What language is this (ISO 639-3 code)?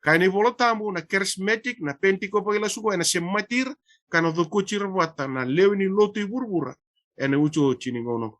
fij